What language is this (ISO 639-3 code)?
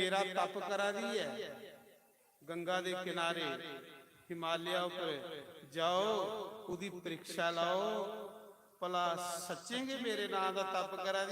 doi